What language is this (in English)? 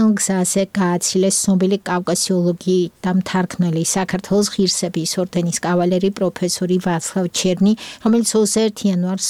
Georgian